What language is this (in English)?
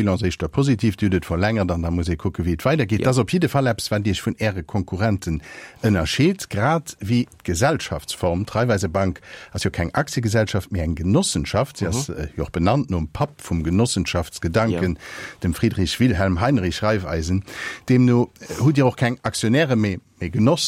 Luxembourgish